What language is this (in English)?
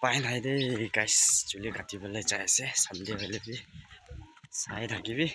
Naga Pidgin